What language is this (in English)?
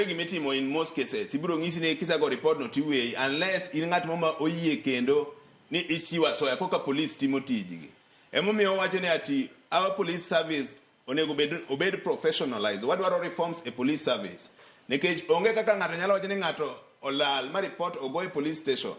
Luo (Kenya and Tanzania)